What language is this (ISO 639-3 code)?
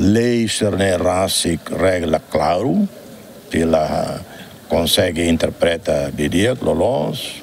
tet